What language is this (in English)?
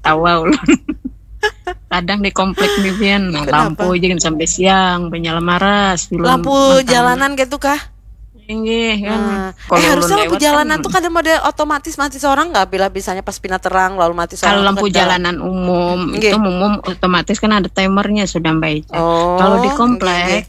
Banjar